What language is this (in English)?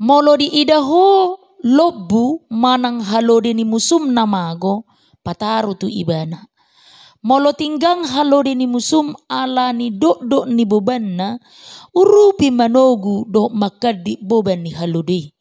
Batak Toba